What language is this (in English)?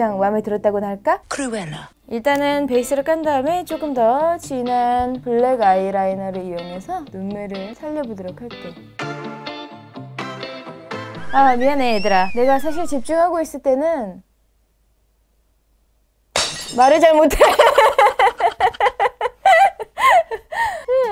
Korean